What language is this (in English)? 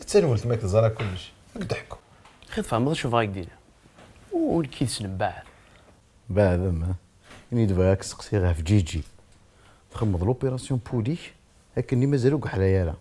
Kabyle